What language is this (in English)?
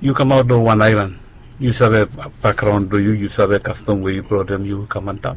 Bislama